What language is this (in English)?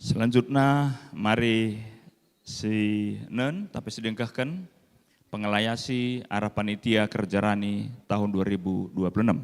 Batak Karo